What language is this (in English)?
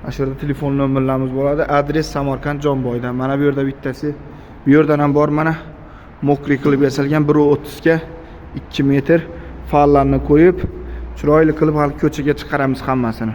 Uzbek